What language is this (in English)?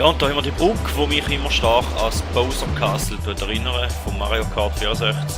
Swiss German